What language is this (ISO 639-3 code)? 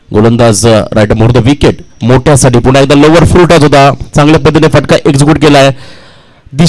mar